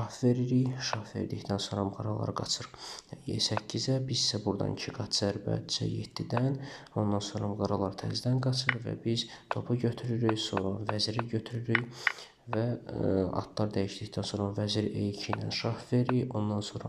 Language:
Azerbaijani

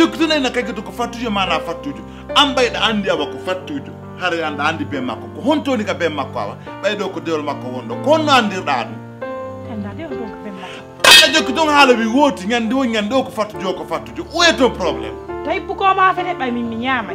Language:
Pular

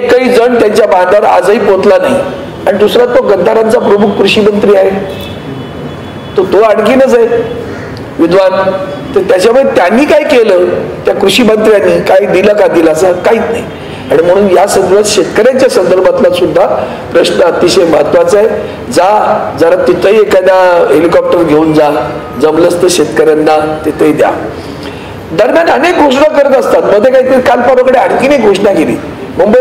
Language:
Marathi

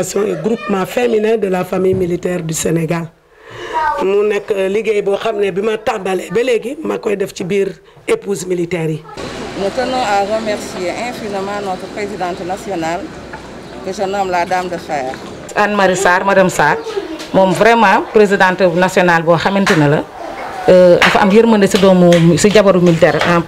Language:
Wolof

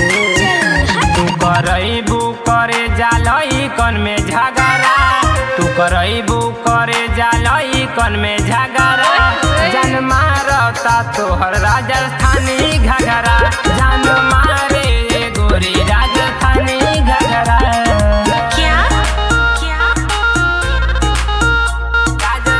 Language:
Bhojpuri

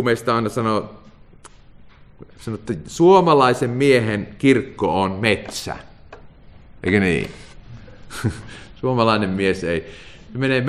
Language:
Finnish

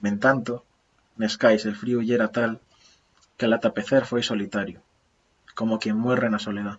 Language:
Asturian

